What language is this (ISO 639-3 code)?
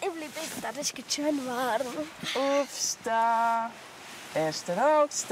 gsw